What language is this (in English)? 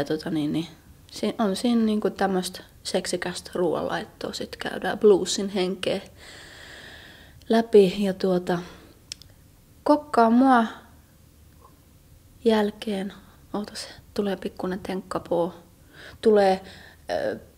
Finnish